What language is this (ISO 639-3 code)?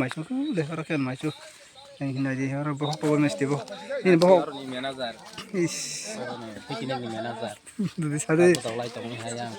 trp